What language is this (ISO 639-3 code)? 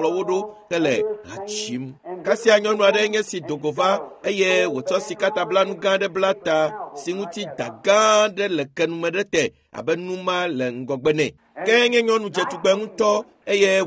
ewe